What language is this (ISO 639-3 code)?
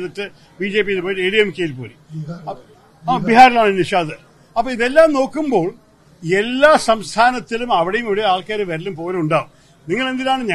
mal